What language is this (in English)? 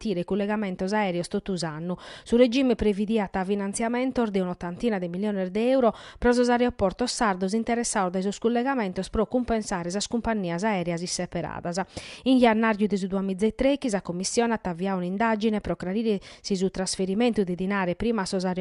Sardinian